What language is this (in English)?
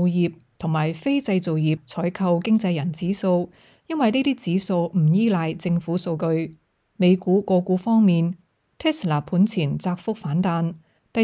Cantonese